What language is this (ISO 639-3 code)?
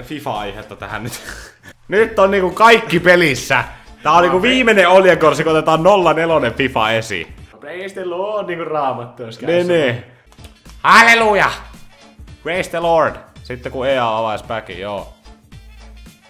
fin